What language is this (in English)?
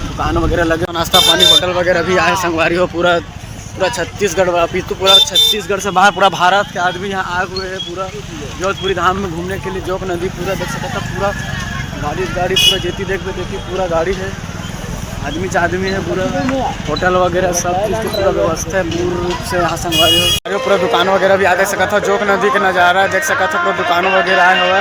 Chhattisgarhi